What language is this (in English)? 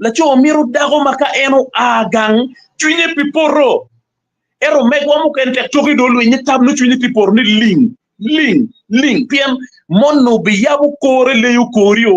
Acoli